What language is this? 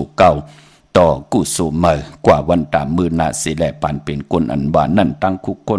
Shan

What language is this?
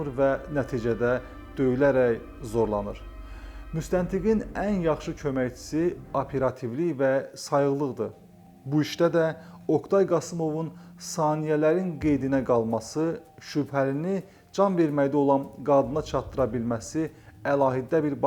Azerbaijani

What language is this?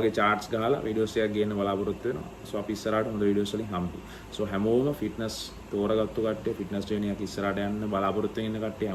Sinhala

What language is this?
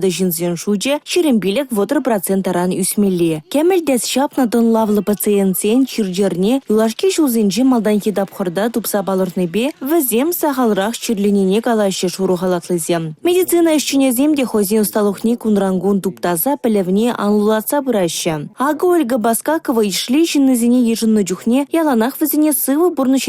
Chuvash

